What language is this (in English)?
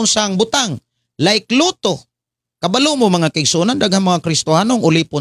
Cebuano